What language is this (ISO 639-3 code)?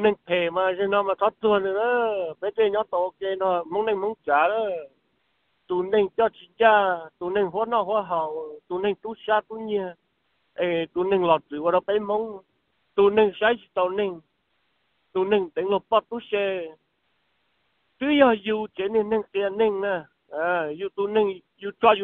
vie